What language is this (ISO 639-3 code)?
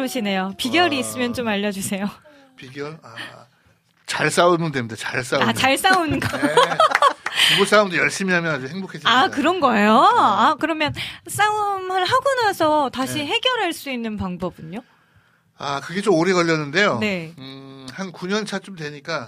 kor